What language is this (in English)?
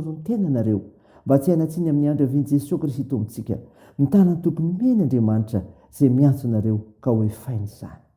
Malagasy